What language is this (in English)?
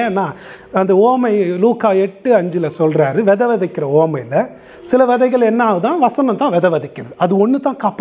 Tamil